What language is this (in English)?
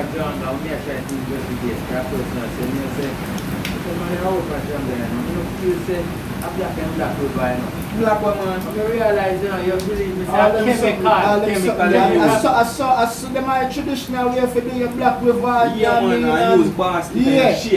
Jamaican Creole English